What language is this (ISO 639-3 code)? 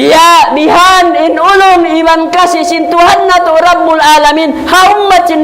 tsg